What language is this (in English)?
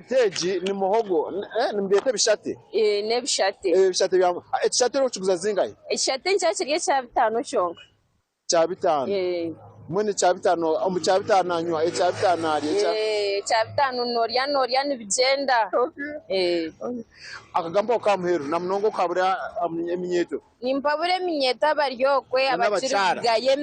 Nyankole